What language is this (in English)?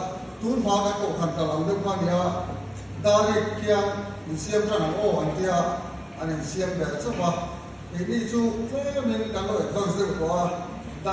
Mizo